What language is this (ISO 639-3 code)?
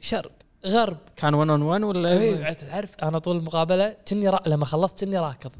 ars